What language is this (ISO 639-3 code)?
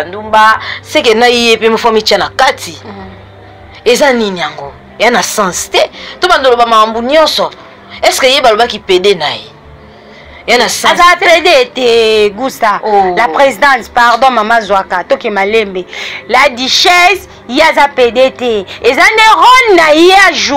lin